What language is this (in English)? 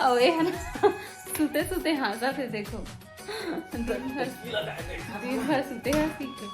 Chhattisgarhi